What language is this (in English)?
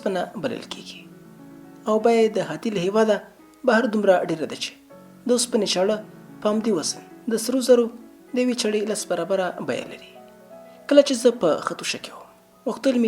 Pashto